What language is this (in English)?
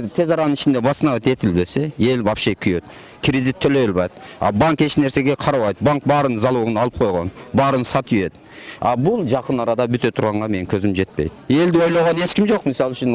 Kyrgyz